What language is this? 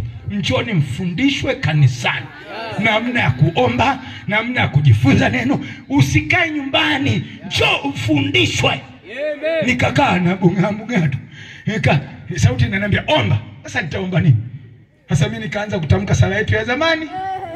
Swahili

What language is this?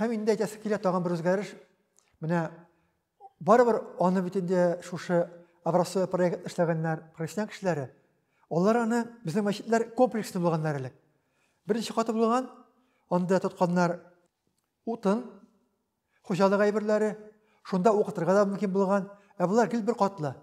Tatar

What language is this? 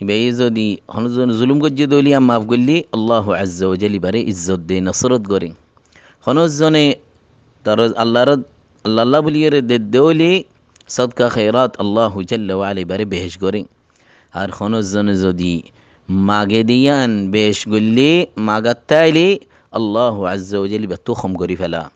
Rohingya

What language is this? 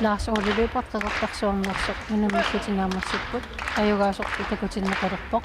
Kalaallisut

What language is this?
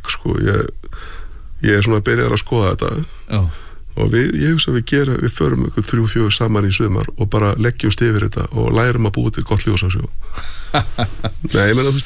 Icelandic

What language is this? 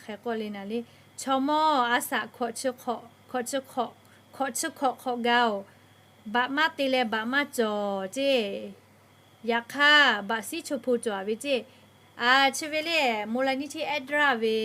Lahu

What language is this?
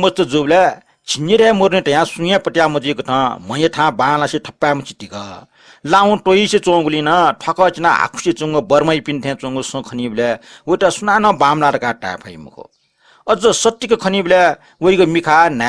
Newari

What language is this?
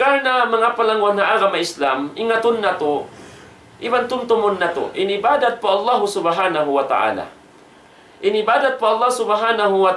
Tausug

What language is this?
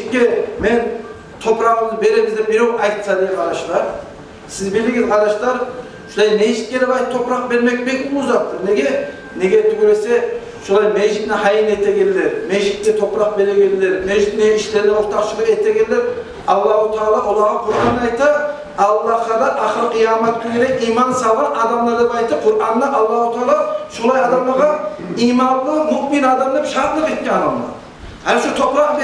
Kumyk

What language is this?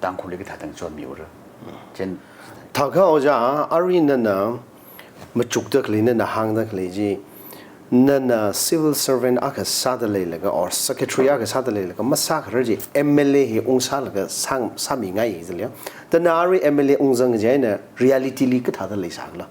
Tangkhul Naga (India)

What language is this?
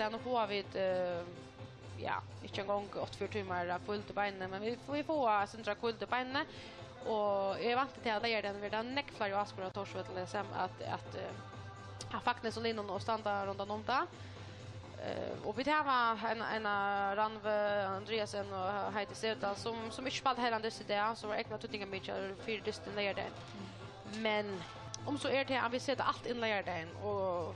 Faroese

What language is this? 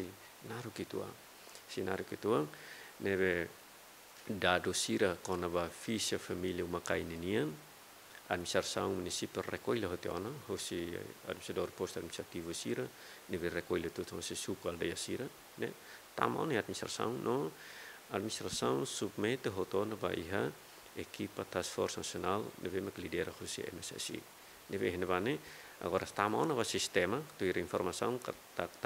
Tetum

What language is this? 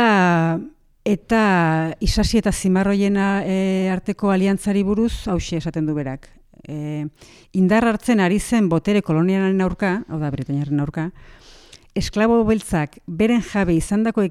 Basque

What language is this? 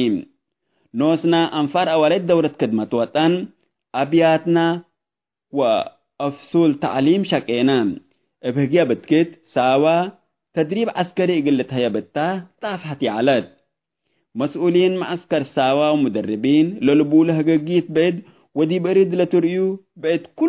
Tigre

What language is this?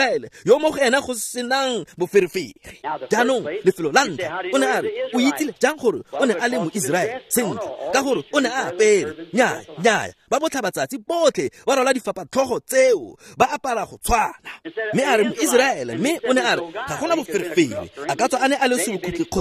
Tswana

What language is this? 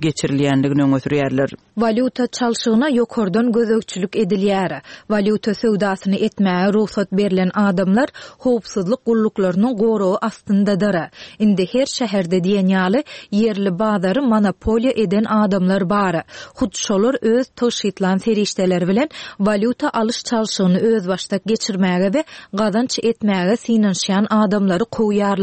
Turkmen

